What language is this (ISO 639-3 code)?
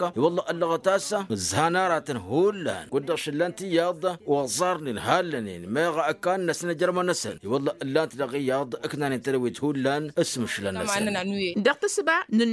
taq